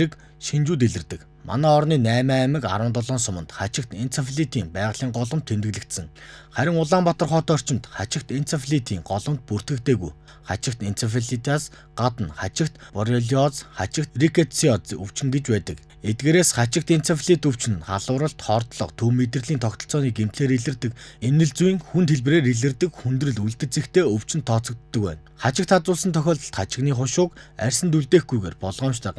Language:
Mongolian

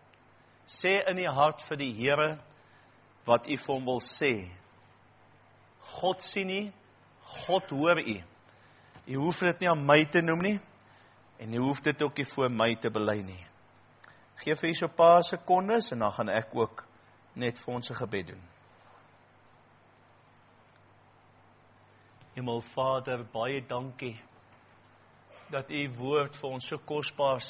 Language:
Afrikaans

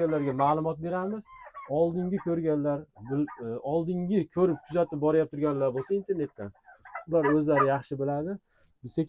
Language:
Uzbek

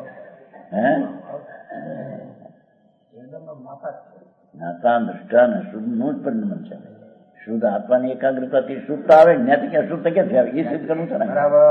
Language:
Gujarati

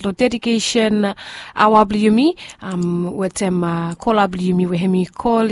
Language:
Bislama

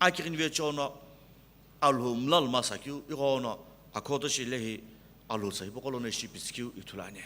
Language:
Sumi Naga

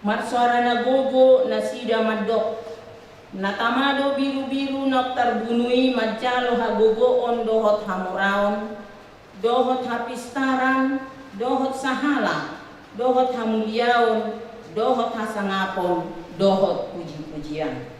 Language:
Batak Toba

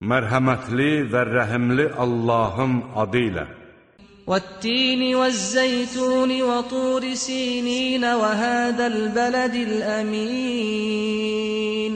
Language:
Azerbaijani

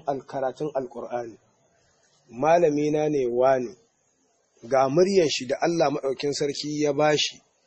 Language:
Hausa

